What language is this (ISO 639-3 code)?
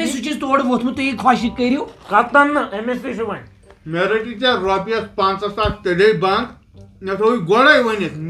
kas